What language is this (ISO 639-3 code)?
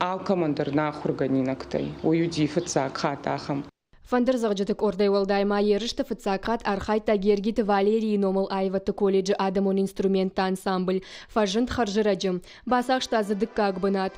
oss